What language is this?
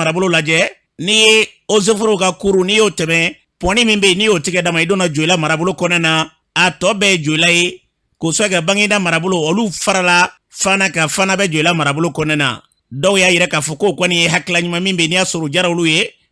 Bambara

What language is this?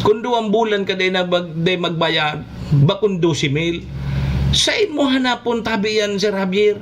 Bikol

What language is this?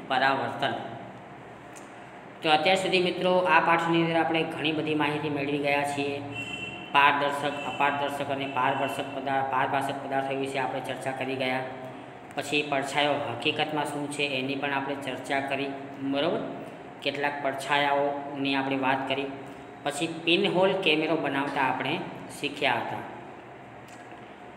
Gujarati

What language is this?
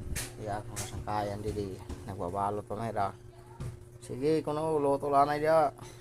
Waray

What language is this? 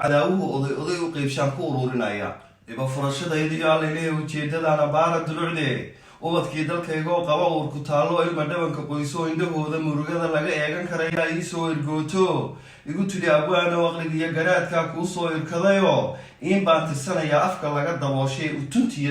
Somali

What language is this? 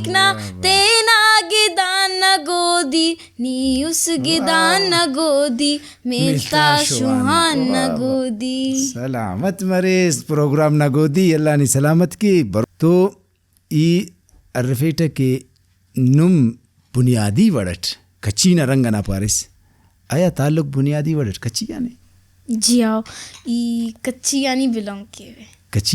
Brahui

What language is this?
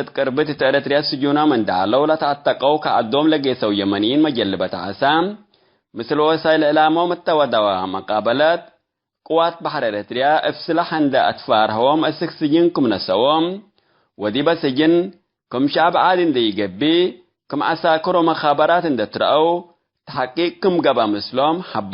Tigre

